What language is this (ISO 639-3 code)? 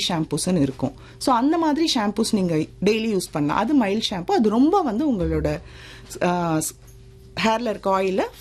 tam